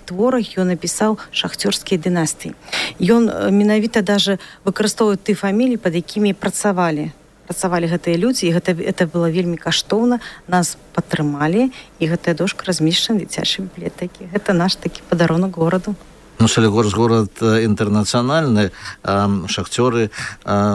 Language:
Belarusian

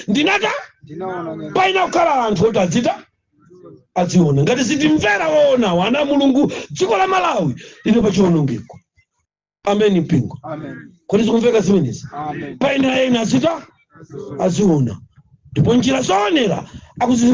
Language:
Nyanja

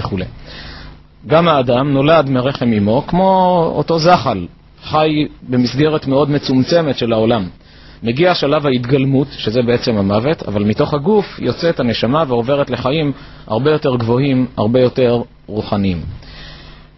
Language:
Hebrew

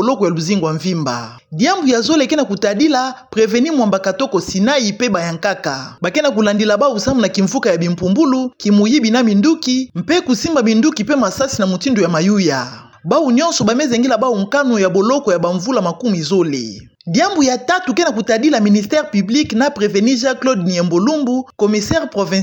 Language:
Kituba (Democratic Republic of Congo)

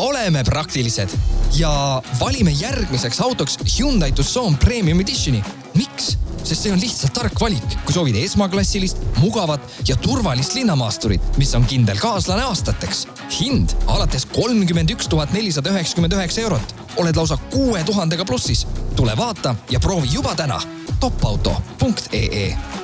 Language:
Estonian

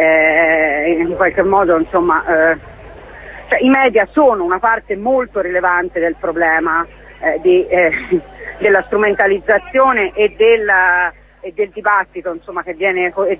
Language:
Italian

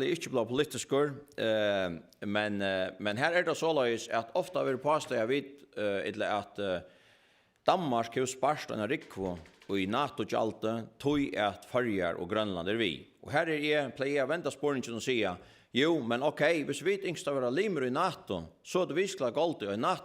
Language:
Faroese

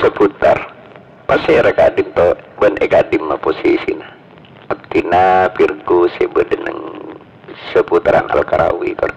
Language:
Madurese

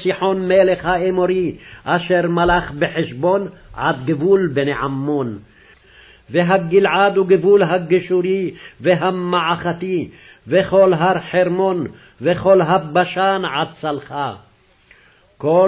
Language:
Hebrew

